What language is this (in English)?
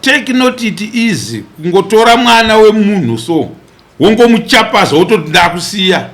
Shona